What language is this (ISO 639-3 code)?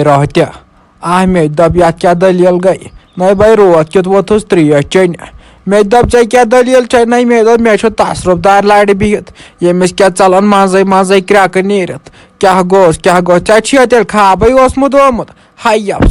kas